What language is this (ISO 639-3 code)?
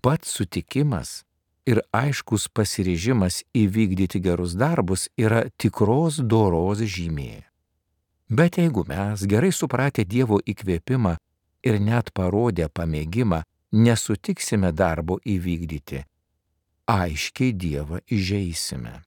lit